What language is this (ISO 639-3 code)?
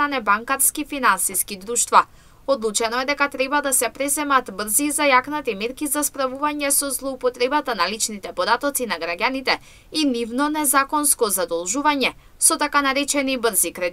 mkd